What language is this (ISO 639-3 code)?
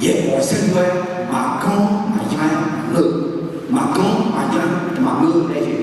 ahk